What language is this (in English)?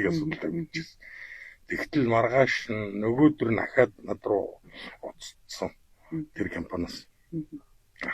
Mongolian